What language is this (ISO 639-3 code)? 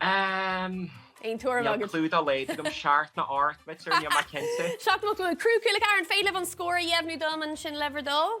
gle